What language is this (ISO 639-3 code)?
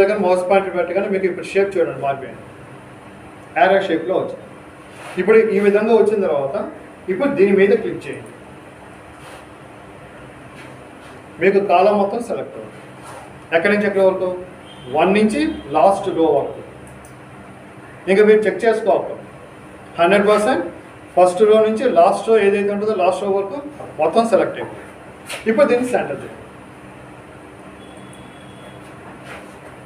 tel